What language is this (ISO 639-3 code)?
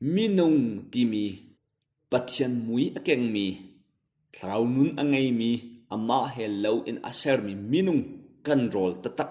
cnh